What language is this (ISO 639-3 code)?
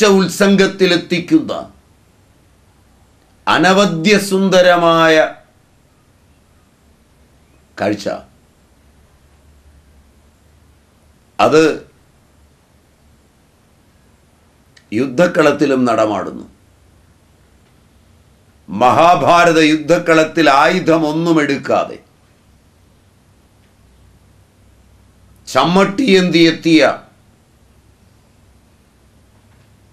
mal